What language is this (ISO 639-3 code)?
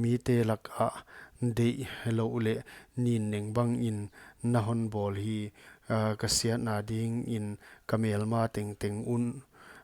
pck